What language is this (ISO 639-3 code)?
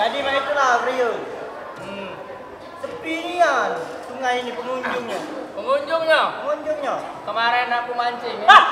mui